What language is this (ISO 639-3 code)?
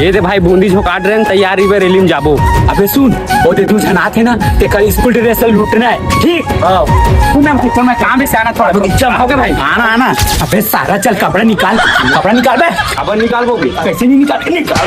hne